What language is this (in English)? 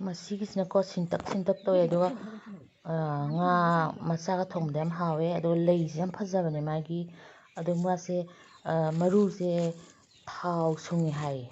Manipuri